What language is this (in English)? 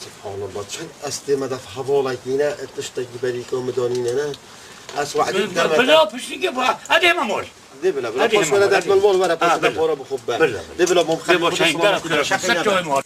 Kurdish